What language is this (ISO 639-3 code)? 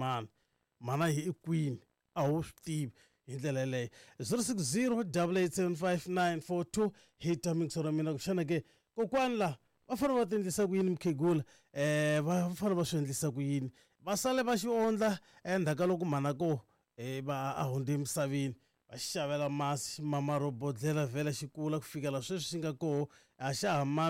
tso